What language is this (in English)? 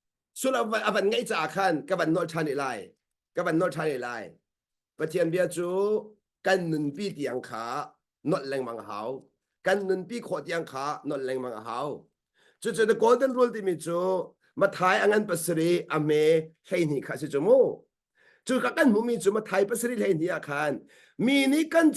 Hakha Chin